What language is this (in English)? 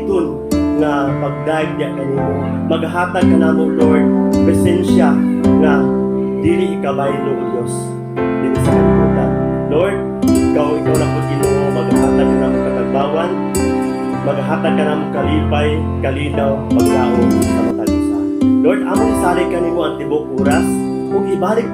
Cebuano